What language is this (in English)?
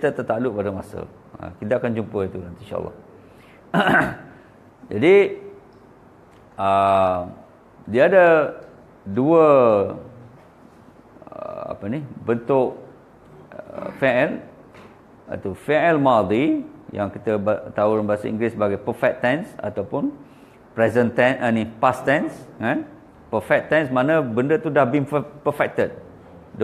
Malay